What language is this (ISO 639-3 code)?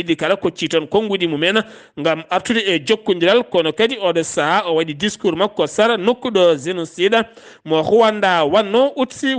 ful